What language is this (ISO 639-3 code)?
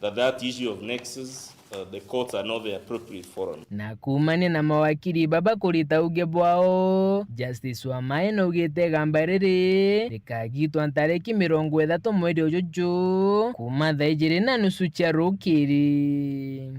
mer